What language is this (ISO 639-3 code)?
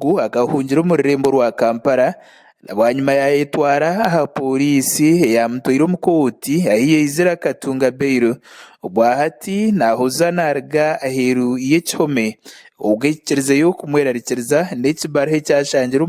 nyn